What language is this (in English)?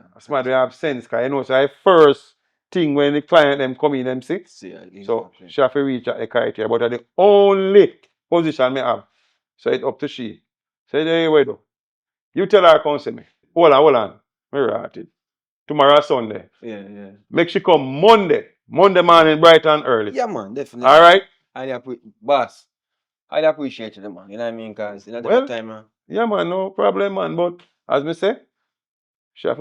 Jamaican Creole English